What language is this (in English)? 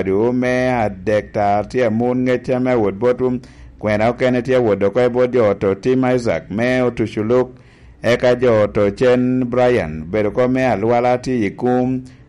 Lango (Uganda)